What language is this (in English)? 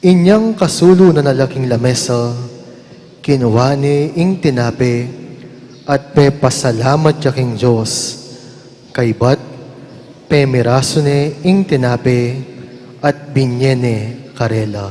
Pampanga